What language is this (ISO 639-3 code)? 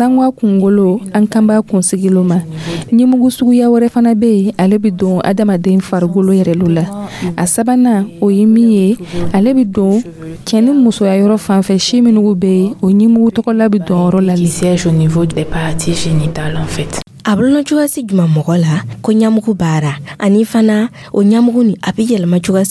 dyu